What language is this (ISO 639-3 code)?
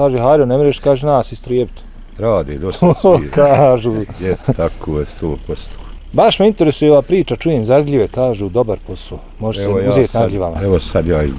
bos